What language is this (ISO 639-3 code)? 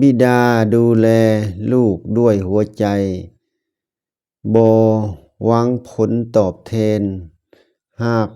lao